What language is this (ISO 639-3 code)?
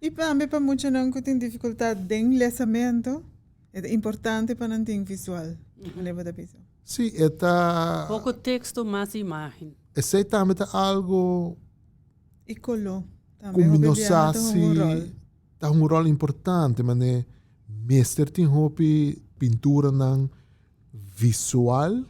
pap